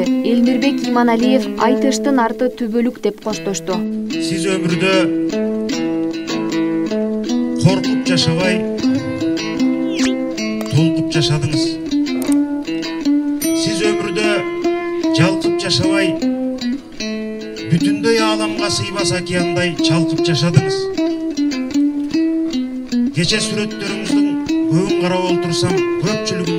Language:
Kyrgyz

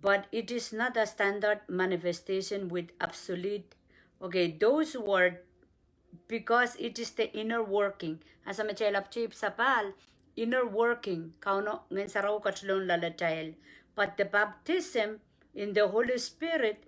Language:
Pohnpeian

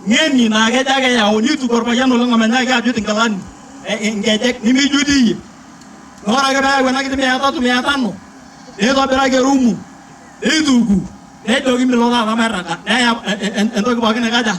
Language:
Masai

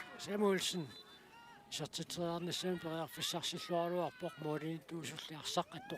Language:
Kalaallisut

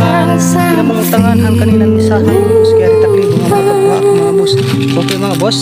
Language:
Waray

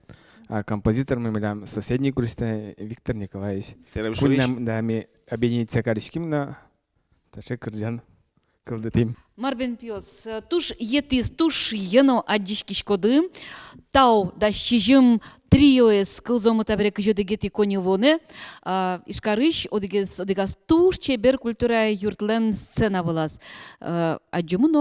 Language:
Udmurt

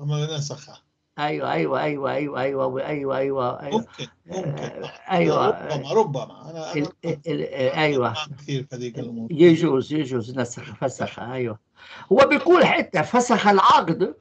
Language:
North Levantine Arabic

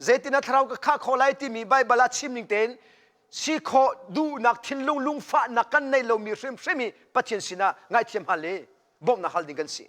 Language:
Hakha Chin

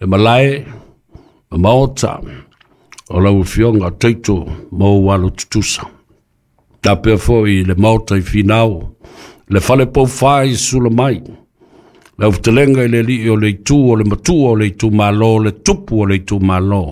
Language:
Samoan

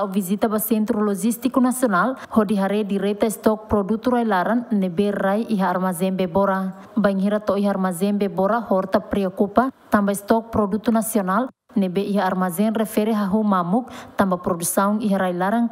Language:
Tetum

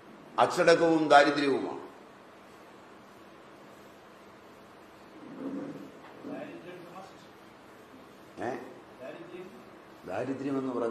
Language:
Malayalam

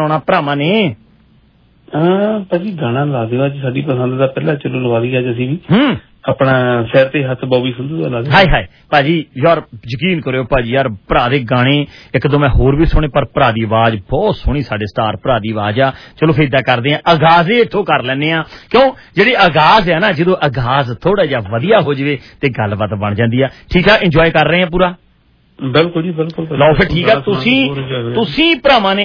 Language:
Punjabi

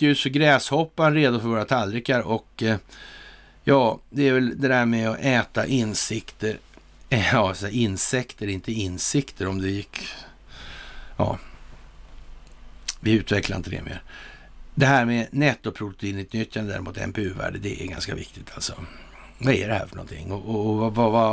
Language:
Swedish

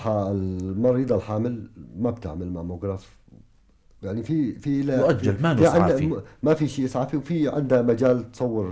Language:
North Levantine Arabic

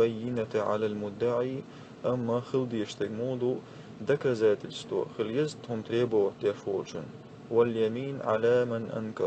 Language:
Chechen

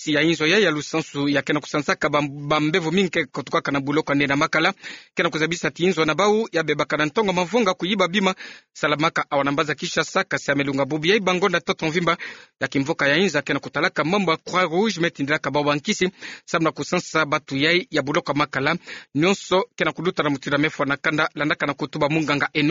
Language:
Kituba (Democratic Republic of Congo)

